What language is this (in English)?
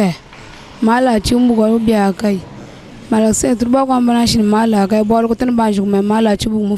Luba-Lulua